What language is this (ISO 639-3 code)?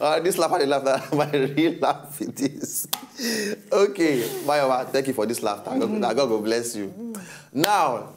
pcm